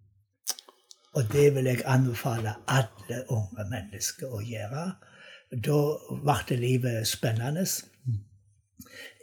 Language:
Norwegian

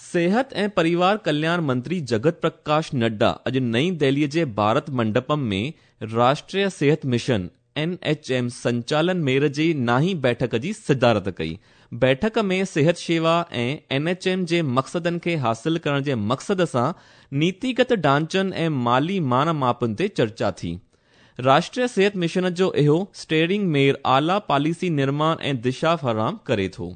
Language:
Sindhi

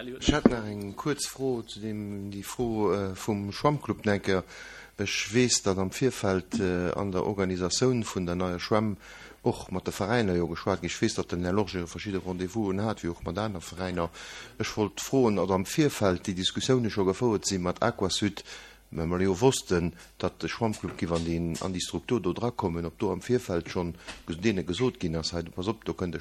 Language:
Luxembourgish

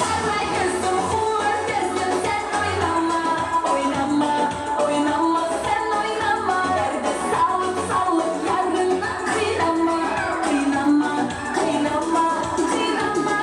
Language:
Kara-Kalpak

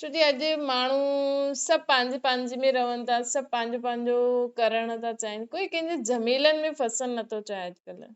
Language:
Sindhi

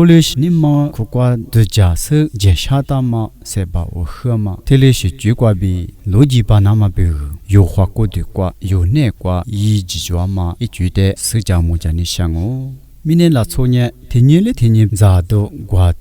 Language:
Lisu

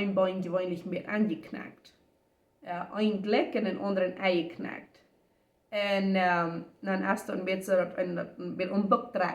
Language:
Plautdietsch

